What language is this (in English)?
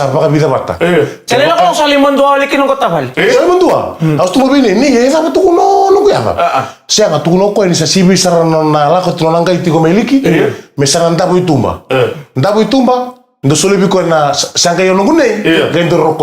Fijian